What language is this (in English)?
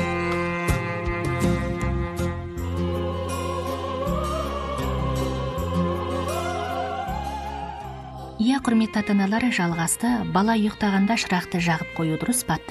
Kazakh